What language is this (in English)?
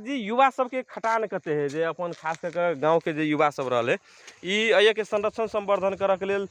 Magahi